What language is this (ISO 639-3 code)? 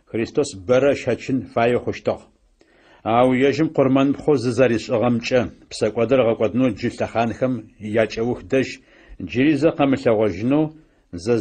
ady